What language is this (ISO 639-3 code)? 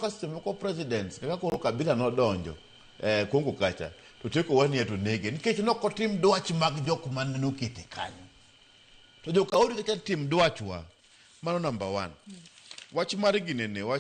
luo